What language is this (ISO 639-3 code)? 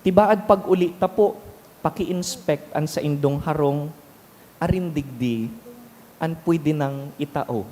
bik